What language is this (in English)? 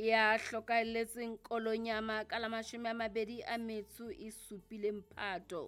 Southern Sotho